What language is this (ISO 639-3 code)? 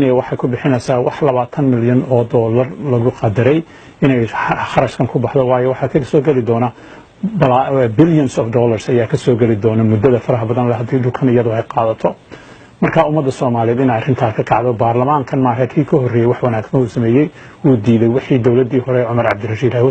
som